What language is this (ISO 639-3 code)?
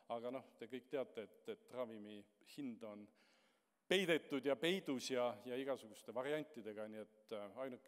est